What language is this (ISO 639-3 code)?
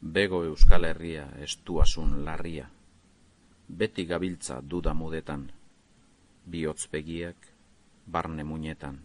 eus